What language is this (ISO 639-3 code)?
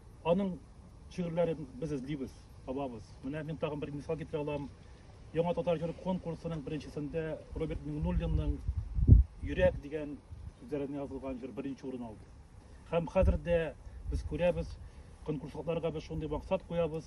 tat